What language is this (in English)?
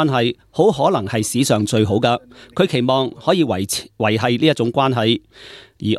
Cantonese